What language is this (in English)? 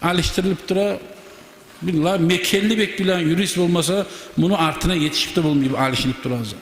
Kumyk